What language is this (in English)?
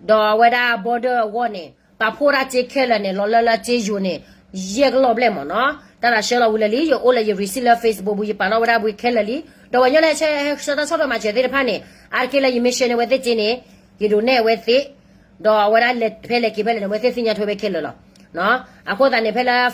S'gaw Karen